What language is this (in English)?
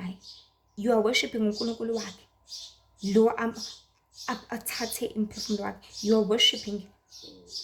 Zulu